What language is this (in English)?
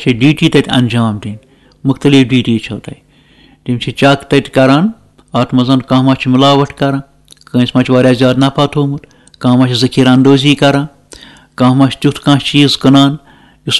Kashmiri